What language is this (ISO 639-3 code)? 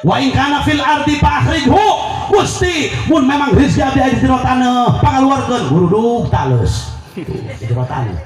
sun